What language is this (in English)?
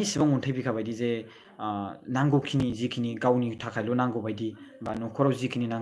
Bodo